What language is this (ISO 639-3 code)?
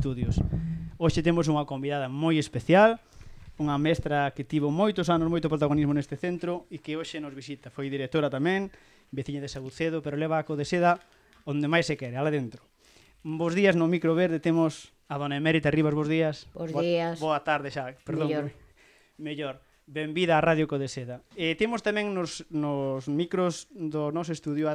glg